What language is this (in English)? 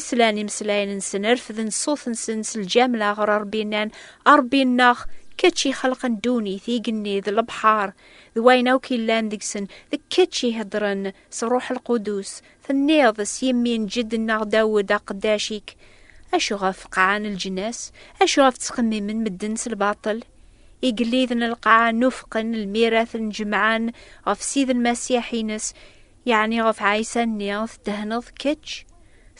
Kabyle